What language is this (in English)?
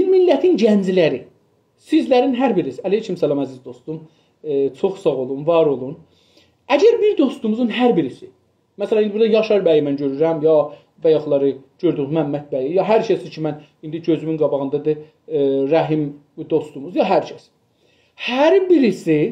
South Azerbaijani